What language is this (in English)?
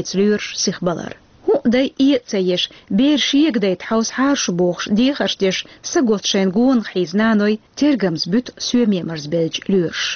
Chechen